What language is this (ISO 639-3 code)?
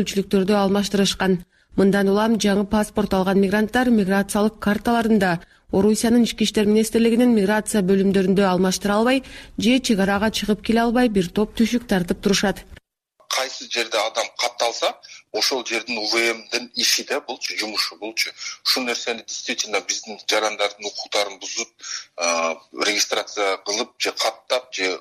kir